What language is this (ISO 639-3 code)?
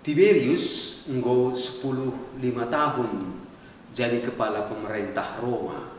btx